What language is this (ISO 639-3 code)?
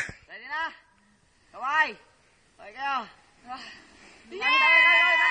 glg